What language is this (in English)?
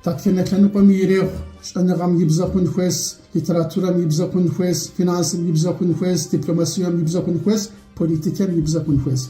Kabardian